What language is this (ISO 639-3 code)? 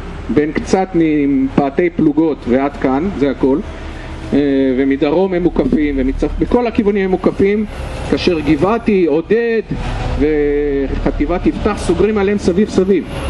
heb